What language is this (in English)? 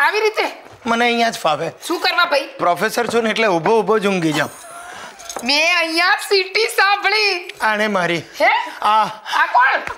Gujarati